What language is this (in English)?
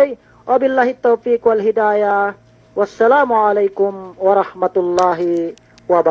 Yakan